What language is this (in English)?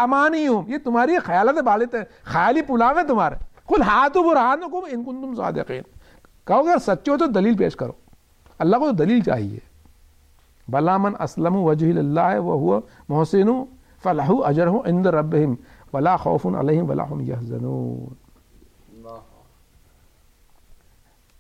Urdu